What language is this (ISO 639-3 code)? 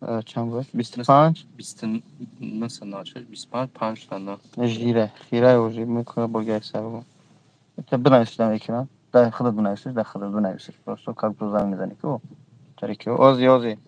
tgk